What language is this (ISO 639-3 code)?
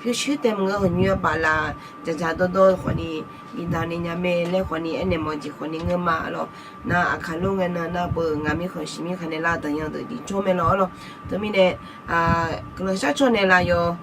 ahk